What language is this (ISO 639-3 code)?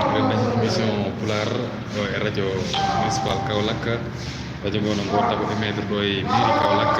ful